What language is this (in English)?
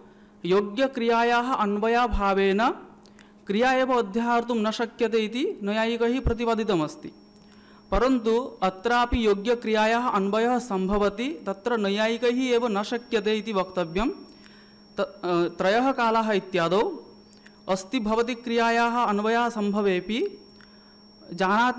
Sanskrit